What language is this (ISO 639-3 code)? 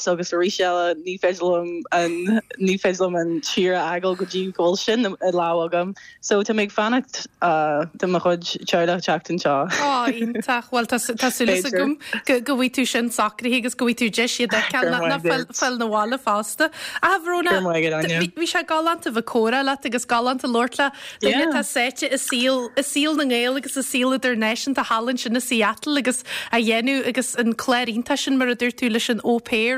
gle